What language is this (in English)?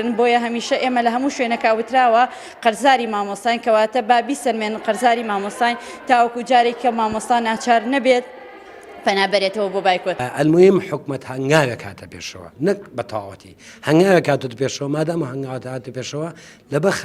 Central Kurdish